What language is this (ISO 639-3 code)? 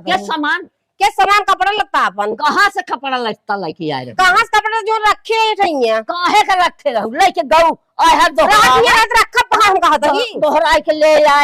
awa